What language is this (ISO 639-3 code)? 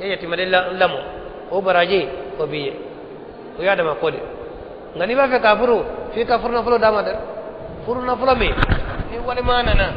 bam